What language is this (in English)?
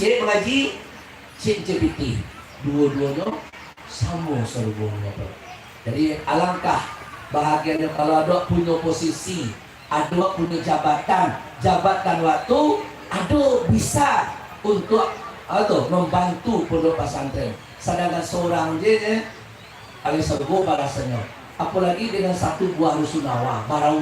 Minangkabau